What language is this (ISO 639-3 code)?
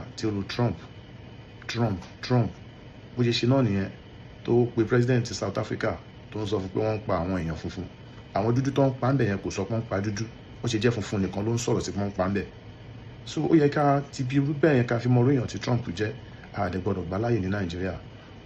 yor